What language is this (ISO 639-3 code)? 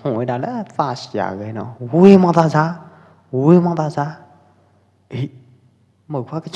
kjp